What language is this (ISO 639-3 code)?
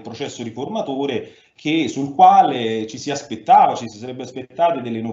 ita